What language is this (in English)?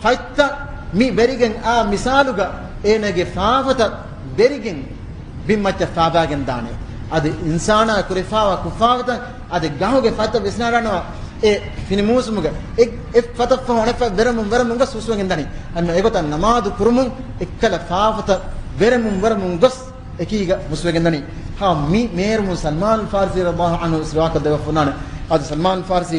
Divehi